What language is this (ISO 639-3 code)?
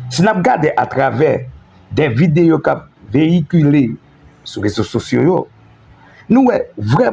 hat